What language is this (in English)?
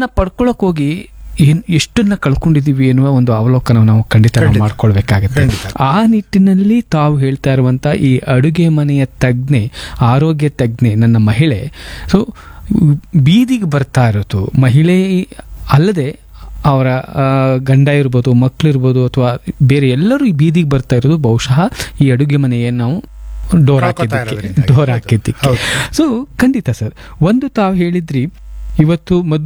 Kannada